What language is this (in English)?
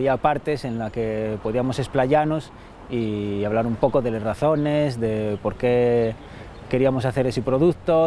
Asturian